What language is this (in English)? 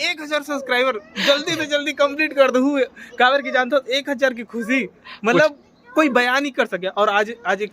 Chhattisgarhi